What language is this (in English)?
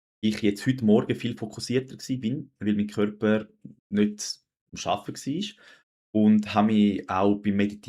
Swiss German